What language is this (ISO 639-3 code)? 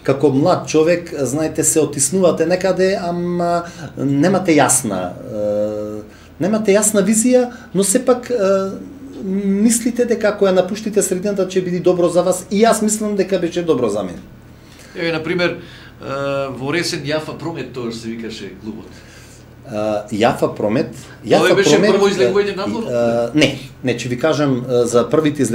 mkd